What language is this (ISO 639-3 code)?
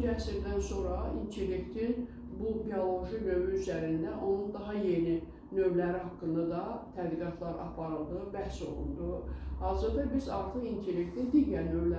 aze